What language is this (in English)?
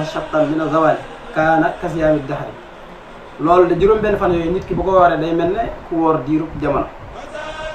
Wolof